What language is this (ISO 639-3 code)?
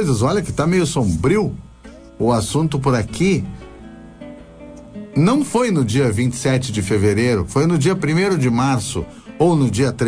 por